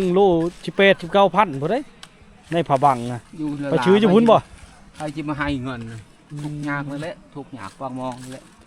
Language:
Lao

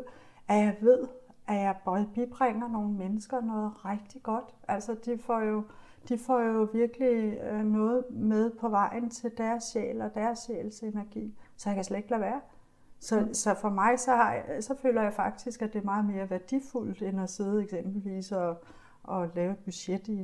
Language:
Danish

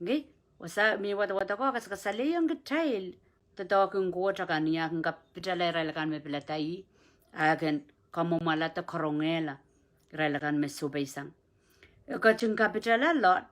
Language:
Pohnpeian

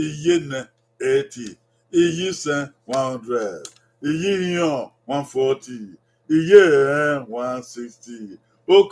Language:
Bini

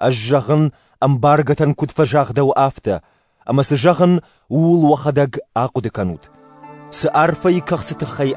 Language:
Ossetic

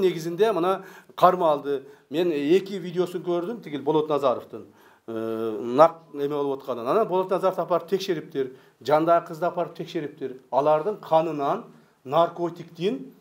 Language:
Kyrgyz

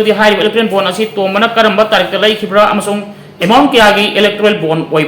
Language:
Manipuri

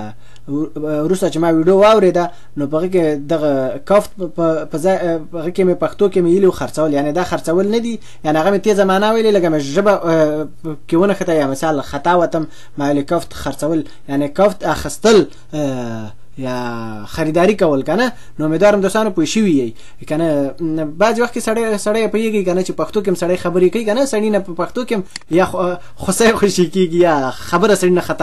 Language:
Pashto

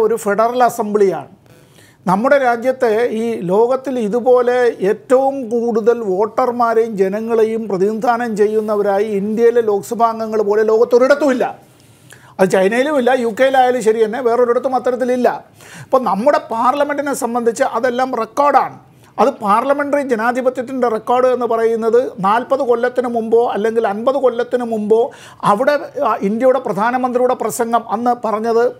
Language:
Malayalam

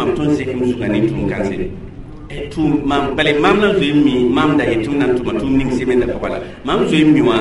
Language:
Mossi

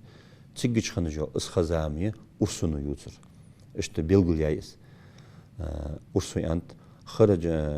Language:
Ingush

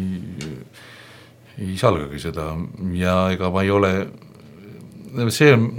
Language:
Estonian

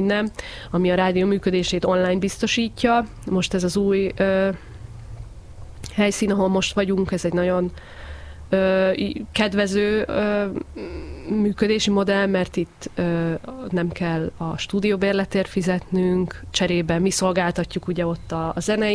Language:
Hungarian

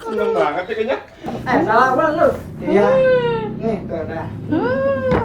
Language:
Betawi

